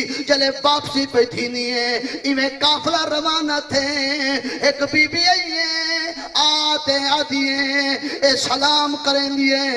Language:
Saraiki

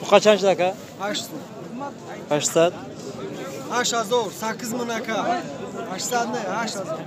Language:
Tajik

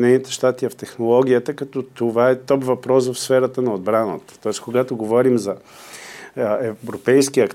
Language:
Bulgarian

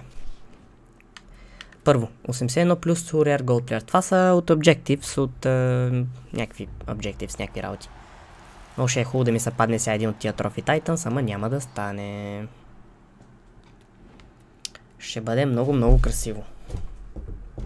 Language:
Bulgarian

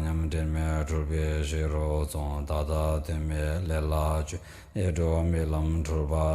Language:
Tibetan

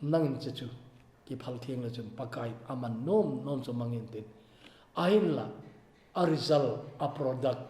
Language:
Thado Chin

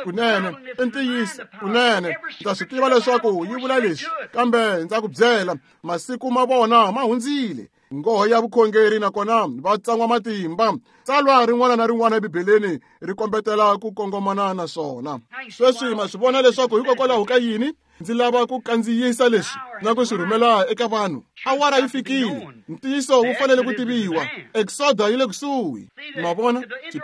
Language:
Tsonga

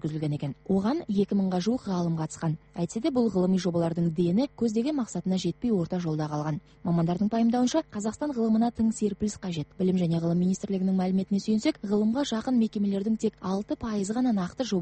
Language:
Kazakh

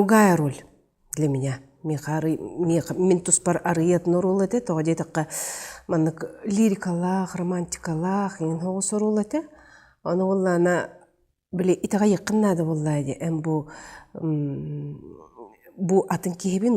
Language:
Yakut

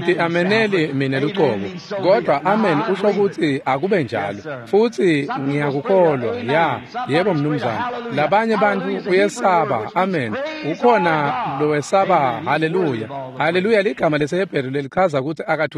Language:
Swati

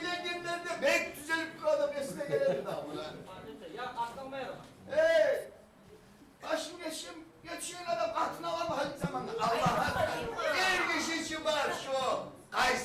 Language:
Kumyk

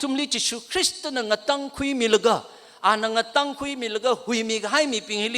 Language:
Tangkhul Naga (India)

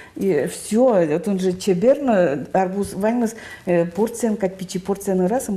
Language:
Udmurt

